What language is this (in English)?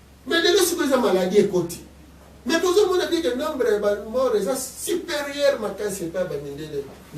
Lingala